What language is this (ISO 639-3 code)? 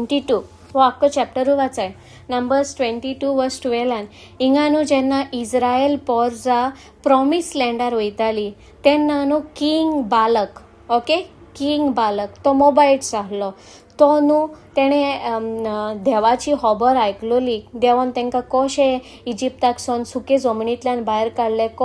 kok